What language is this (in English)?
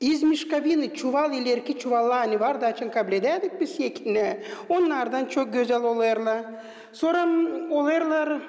Gagauz